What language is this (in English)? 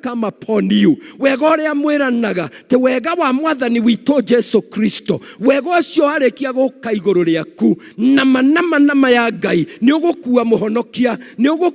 Kikuyu